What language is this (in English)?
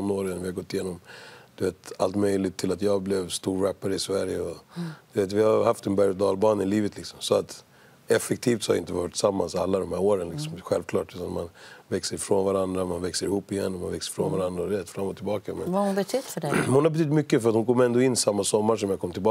Swedish